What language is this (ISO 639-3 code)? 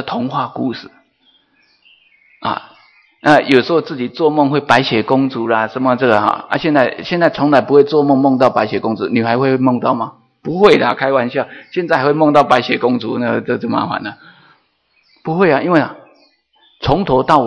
zho